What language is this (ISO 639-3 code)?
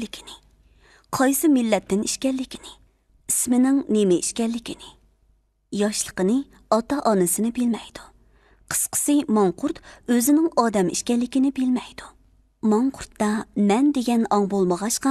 uig